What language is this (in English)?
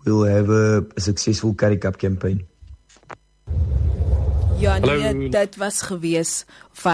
Afrikaans